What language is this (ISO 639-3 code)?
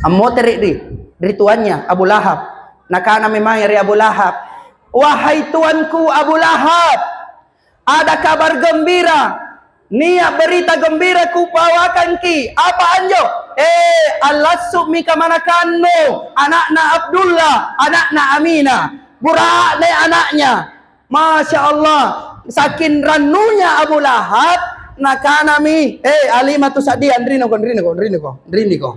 mak